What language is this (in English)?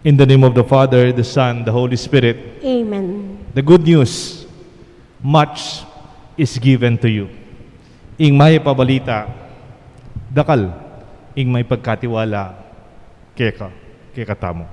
Pampanga